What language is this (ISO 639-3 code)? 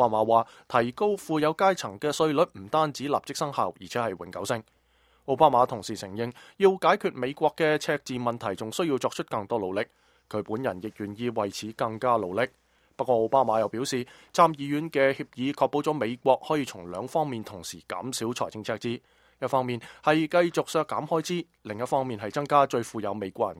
yue